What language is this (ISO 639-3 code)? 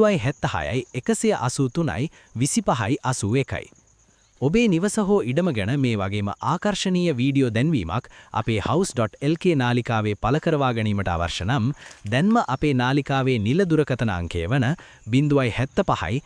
sin